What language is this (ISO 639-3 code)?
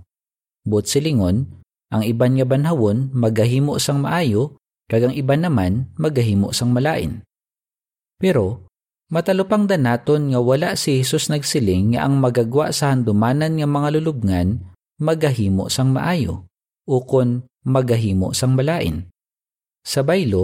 hil